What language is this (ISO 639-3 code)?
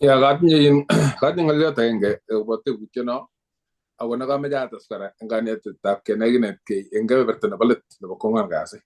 kln